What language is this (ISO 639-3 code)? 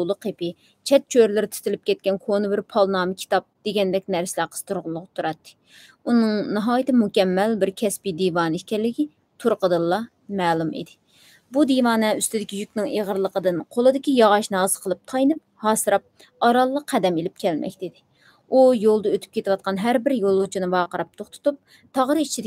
uig